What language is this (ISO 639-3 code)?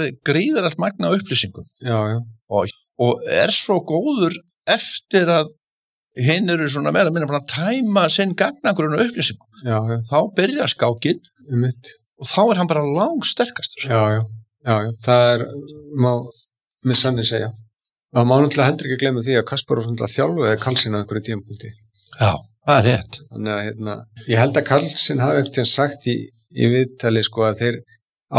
isl